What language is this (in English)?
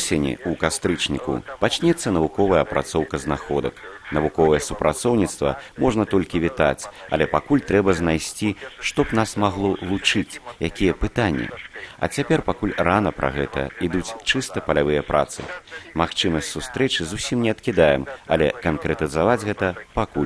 Belarusian